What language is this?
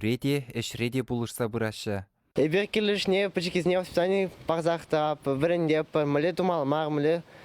Chuvash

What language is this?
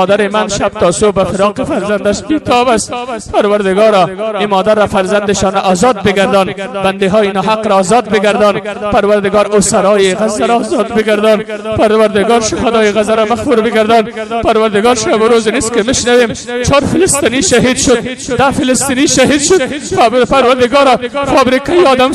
Persian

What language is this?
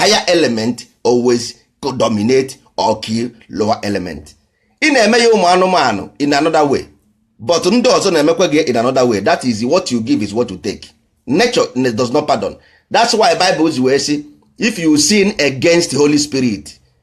Igbo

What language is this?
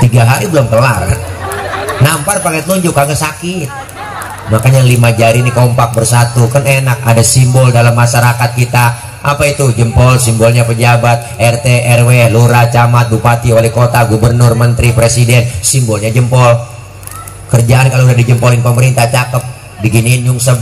Betawi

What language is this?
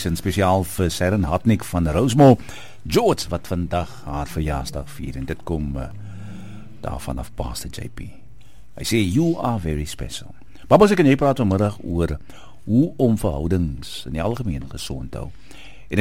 Afrikaans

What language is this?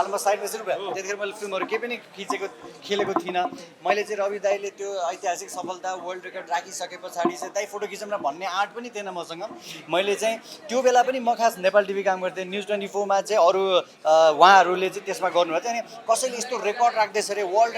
Nepali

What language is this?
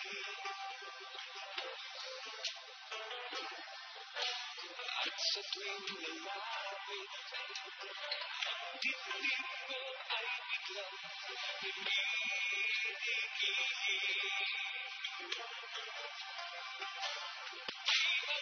Filipino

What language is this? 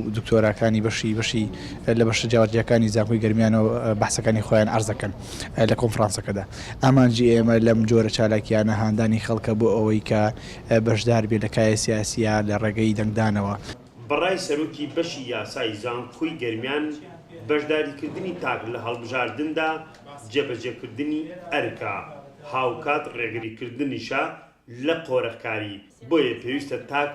Central Kurdish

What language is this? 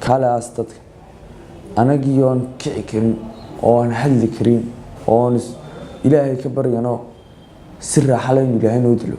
Somali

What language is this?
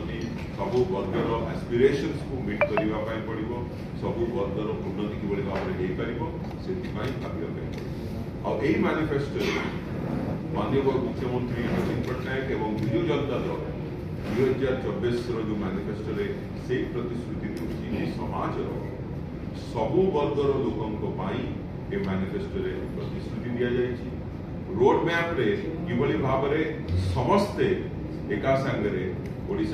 Odia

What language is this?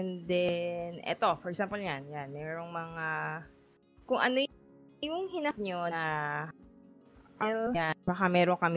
Filipino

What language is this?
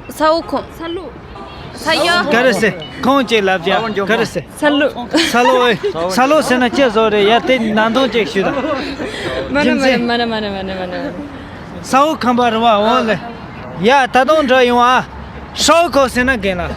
Tibetan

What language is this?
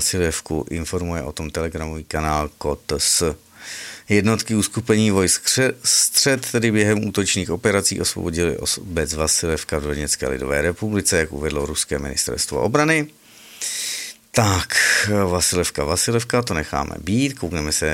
Czech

